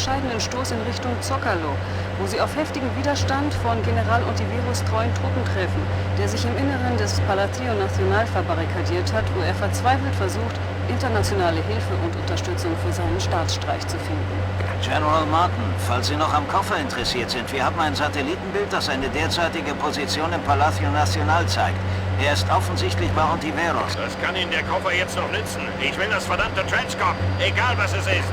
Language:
Bavarian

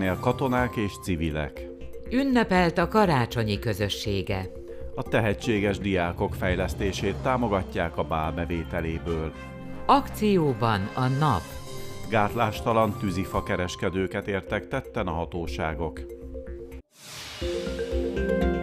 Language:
Hungarian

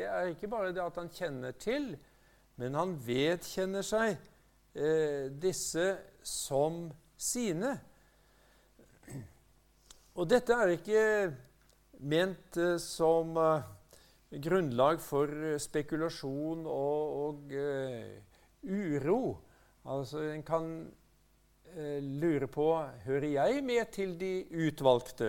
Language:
Norwegian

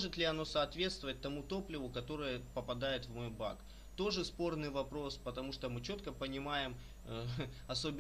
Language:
Russian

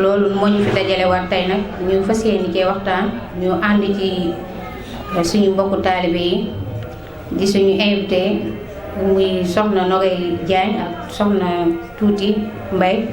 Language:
Wolof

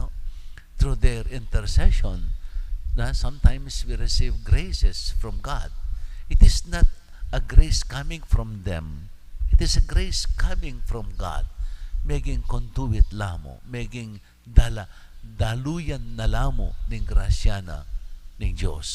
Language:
Pampanga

